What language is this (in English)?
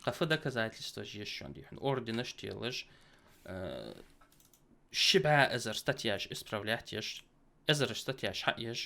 Ingush